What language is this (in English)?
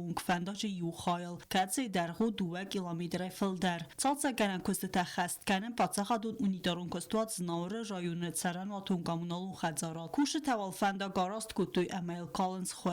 Ossetic